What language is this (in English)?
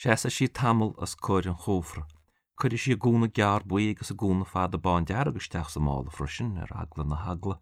Irish